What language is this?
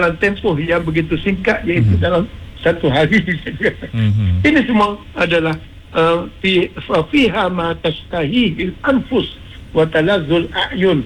Malay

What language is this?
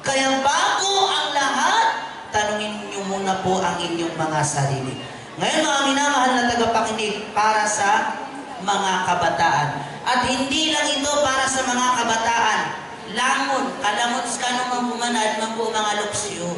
Maranao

